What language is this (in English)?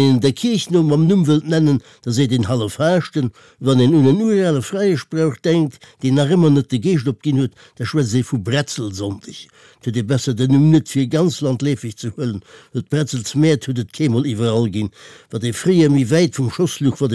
Luxembourgish